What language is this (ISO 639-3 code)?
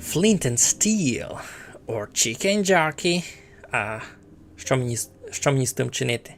rue